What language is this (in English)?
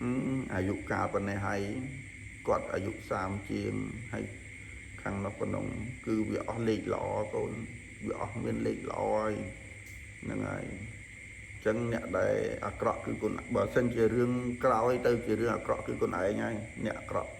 Khmer